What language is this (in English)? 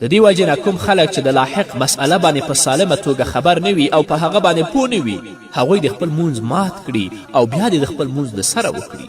Pashto